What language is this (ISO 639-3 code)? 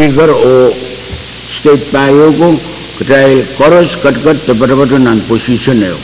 pon